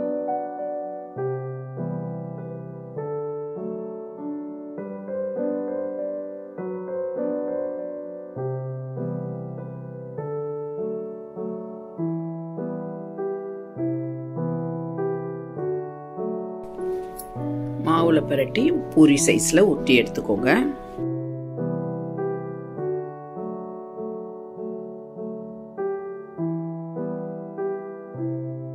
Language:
Tamil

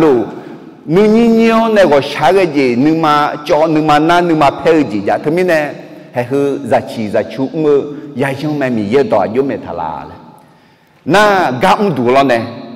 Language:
Akha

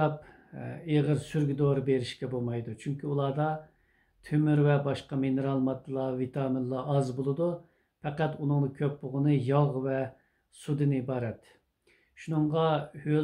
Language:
Uyghur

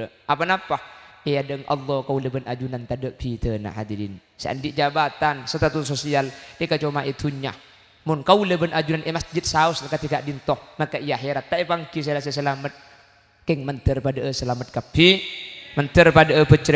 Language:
Madurese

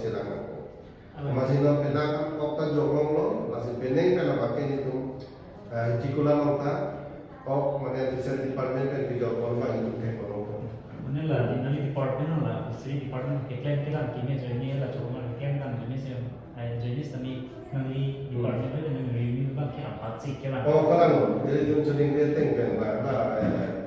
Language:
Karbi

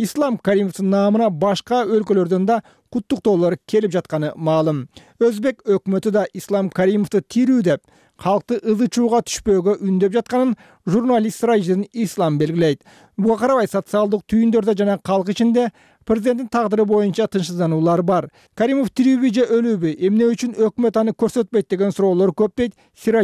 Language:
Kyrgyz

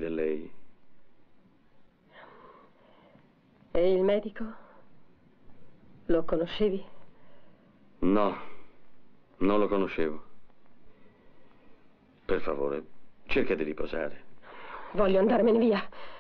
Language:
Italian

